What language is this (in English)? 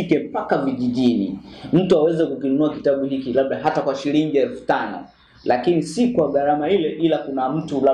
Swahili